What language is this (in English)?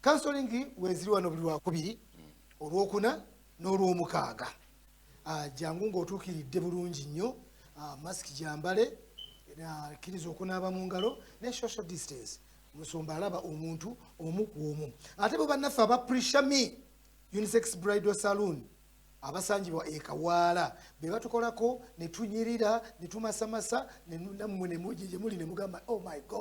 Ganda